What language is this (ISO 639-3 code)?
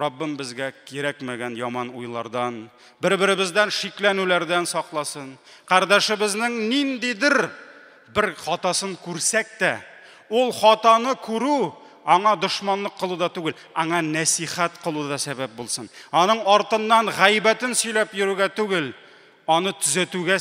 tat